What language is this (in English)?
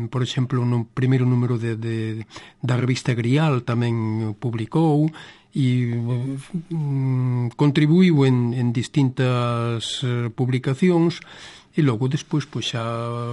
Galician